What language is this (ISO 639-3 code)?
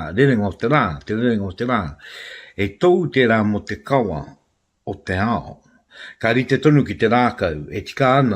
mri